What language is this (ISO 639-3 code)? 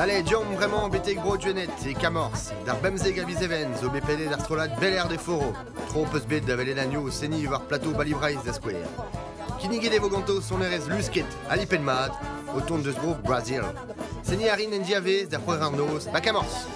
bre